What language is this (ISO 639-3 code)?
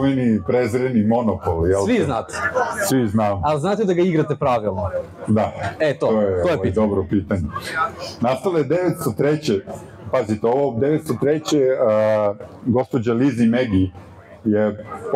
srp